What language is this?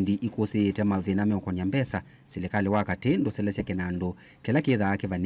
Kamba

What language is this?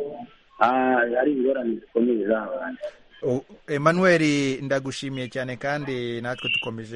Kinyarwanda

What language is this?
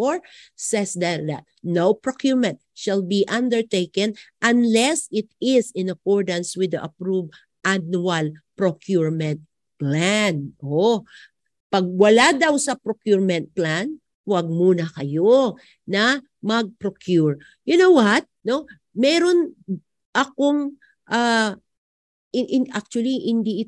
Filipino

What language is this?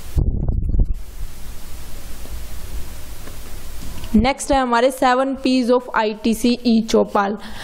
Hindi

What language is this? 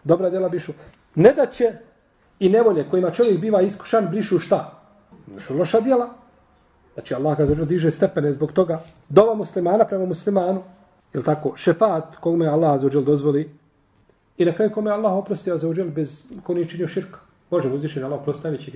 Bosnian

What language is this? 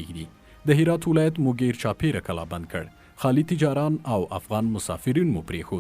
Pashto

